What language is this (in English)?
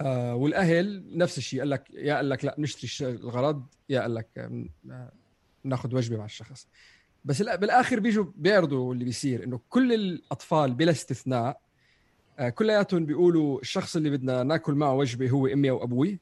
North Levantine Arabic